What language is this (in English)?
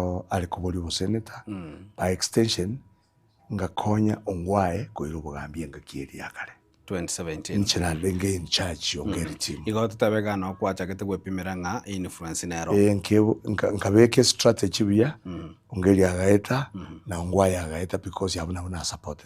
Gusii